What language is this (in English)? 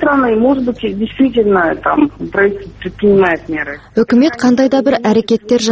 Kazakh